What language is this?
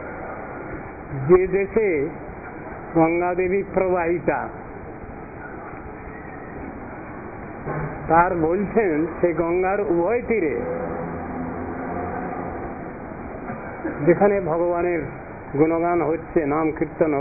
Bangla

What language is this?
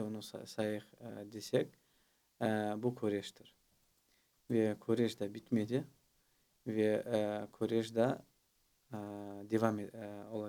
Crimean Tatar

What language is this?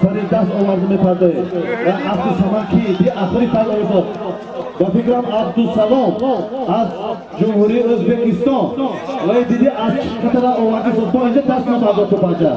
Tajik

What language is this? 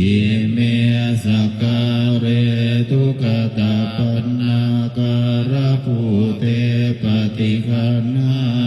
Pali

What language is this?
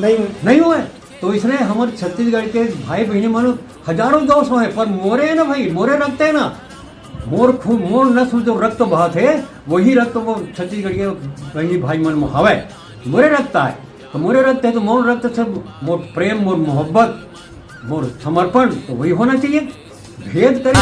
Chhattisgarhi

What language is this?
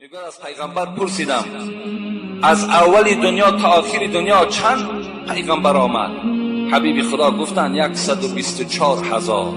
Tajik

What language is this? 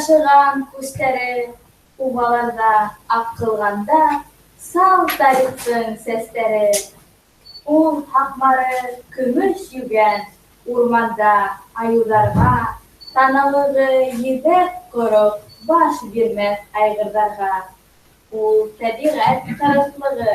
Bashkir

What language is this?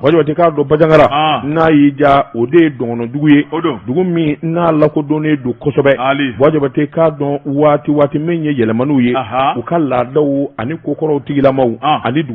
Bambara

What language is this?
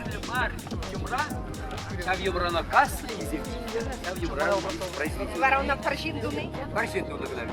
Chuvash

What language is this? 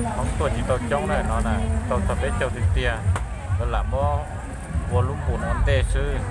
Hmong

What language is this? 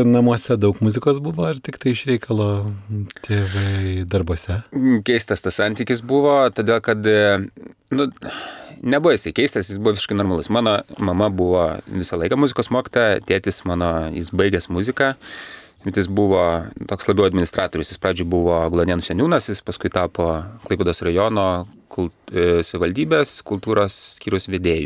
Lithuanian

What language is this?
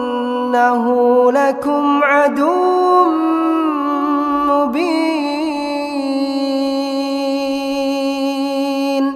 Arabic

